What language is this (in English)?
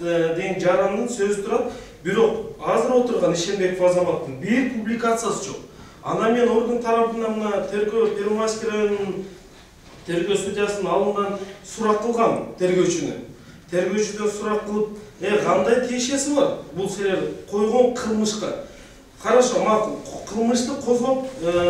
Kyrgyz